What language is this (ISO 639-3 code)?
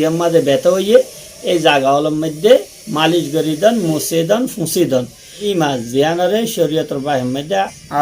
rhg